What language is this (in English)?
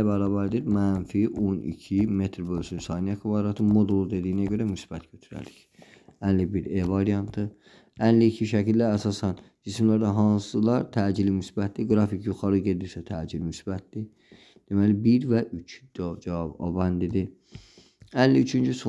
Azerbaijani